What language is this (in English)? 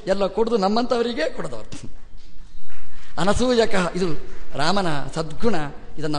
Kannada